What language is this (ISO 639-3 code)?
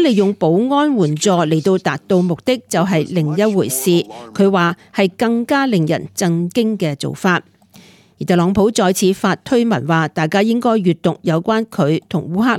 yue